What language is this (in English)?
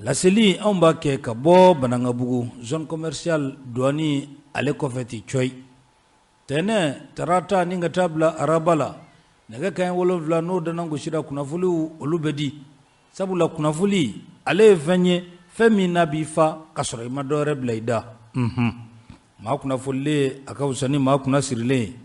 Bambara